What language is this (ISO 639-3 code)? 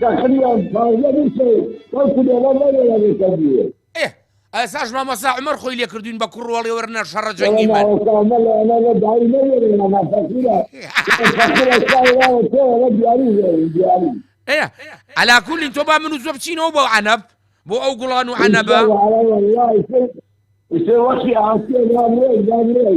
ckb